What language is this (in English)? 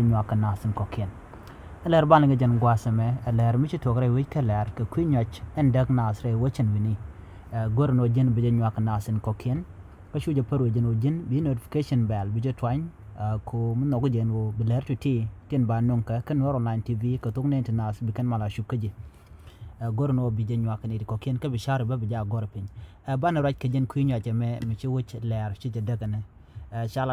Nuer